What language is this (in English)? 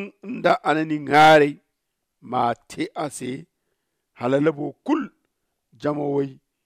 Zarma